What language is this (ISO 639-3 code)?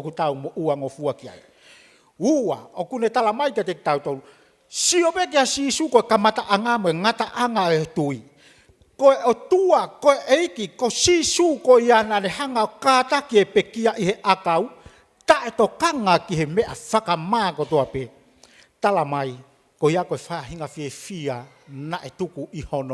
ton